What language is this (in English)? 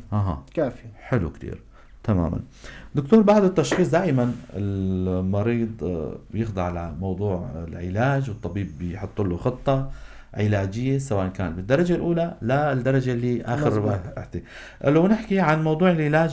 North Levantine Arabic